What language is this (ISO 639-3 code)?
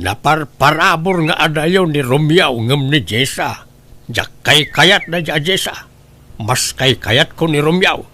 ilo